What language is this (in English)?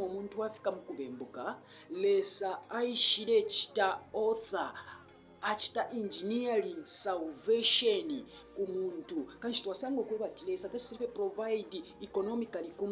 Bemba